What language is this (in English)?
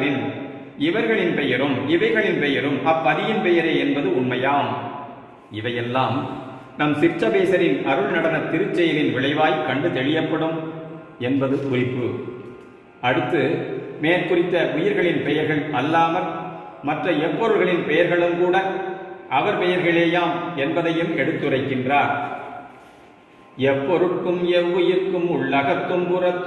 Tamil